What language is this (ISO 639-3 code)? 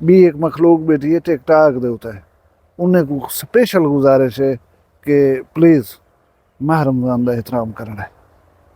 skr